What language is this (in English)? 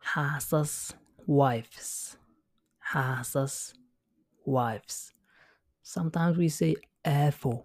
English